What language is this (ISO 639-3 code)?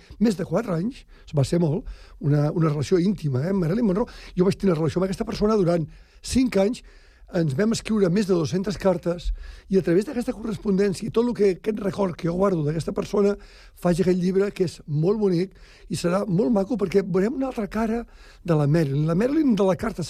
cat